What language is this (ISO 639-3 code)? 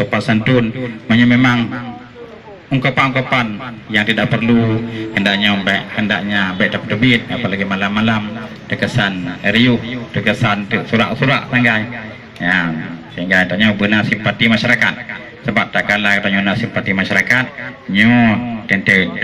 ace